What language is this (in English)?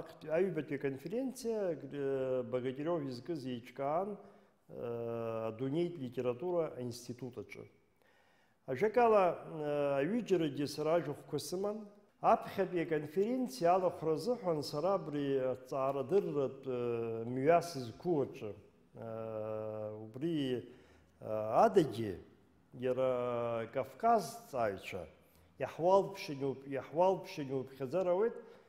Abkhazian